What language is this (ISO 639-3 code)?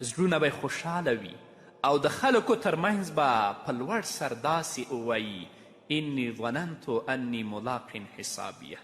pus